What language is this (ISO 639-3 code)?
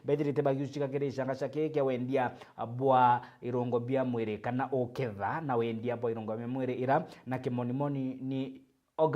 mer